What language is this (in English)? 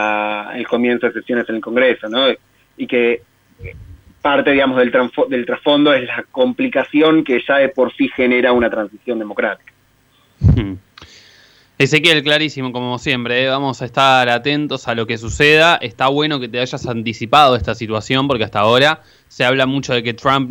Spanish